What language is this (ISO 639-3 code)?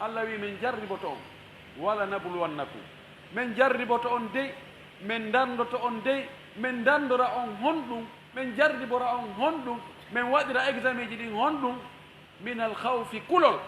ful